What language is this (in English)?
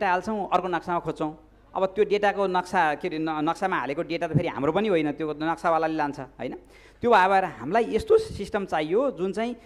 Nepali